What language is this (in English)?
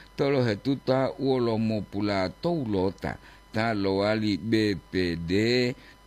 Gorontalo